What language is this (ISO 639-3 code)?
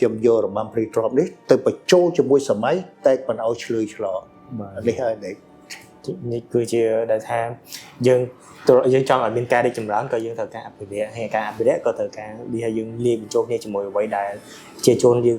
khm